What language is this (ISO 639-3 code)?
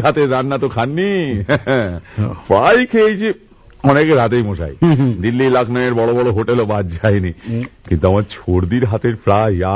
ben